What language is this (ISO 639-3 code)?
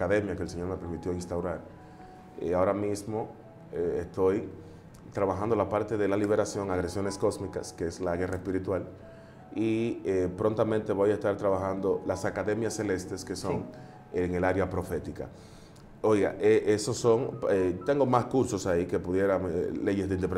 spa